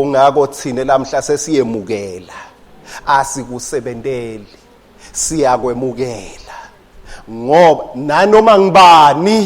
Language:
Swati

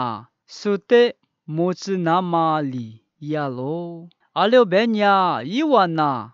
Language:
Lisu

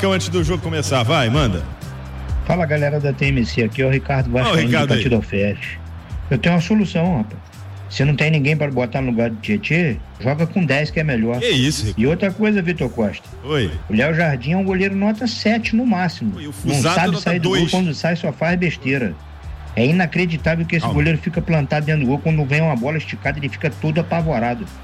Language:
Portuguese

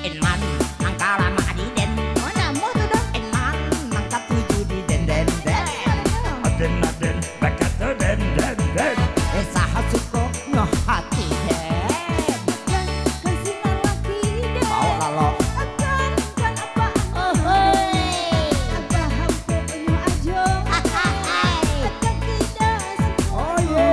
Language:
Minangkabau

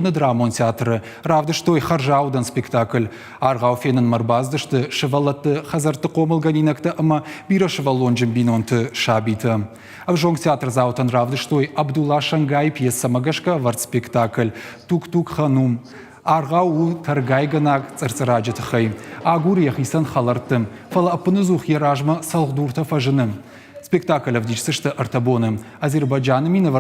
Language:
Ossetic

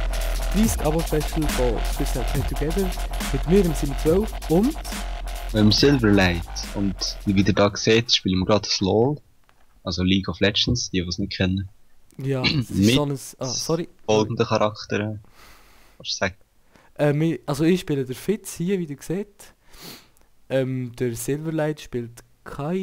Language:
Swiss German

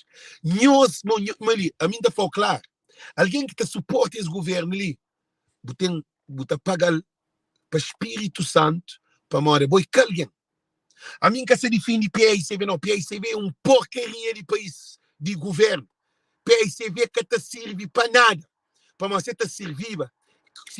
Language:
Kabuverdianu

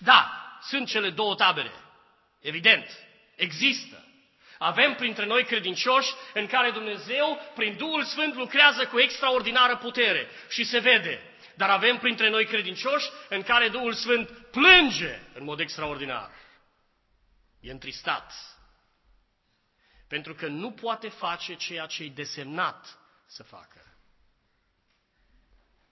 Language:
Romanian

